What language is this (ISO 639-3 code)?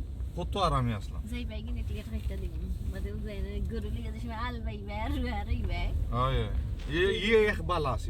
syl